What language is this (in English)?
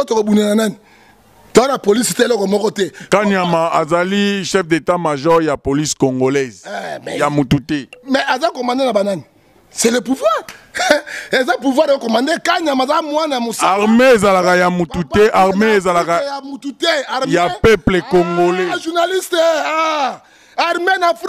Lingala